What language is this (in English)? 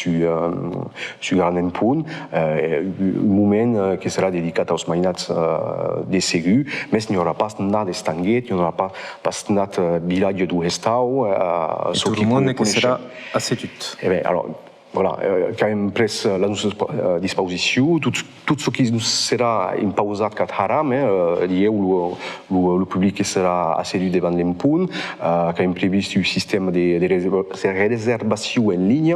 Occitan